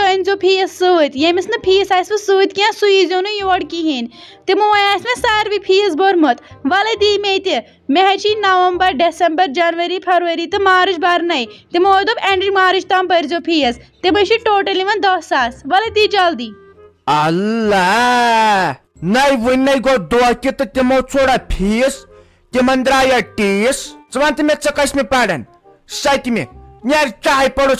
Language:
Kashmiri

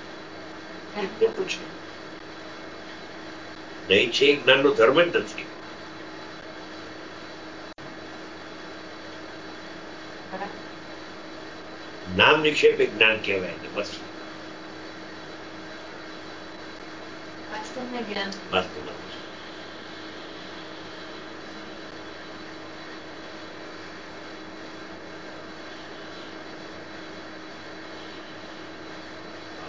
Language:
Gujarati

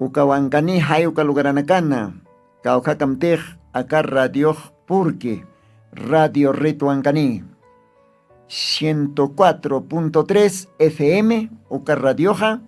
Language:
Aymara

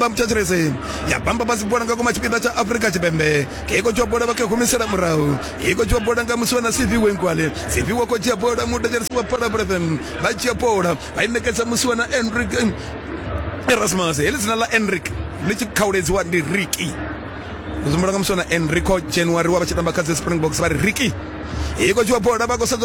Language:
Venda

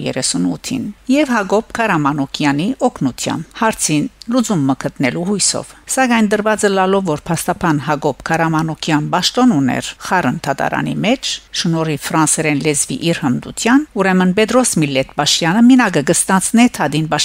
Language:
Western Armenian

